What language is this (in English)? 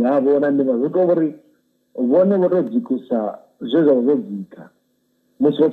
Venda